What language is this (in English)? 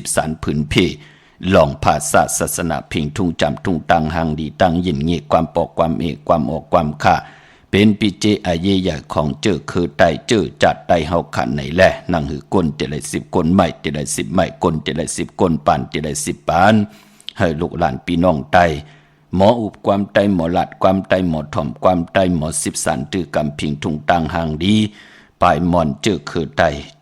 Shan